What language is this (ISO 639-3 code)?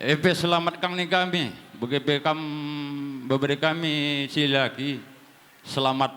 btx